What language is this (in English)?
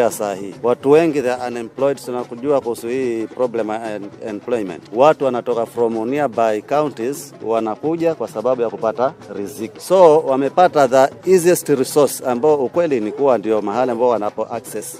Swahili